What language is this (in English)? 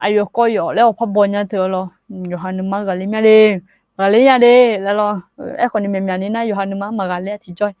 Akha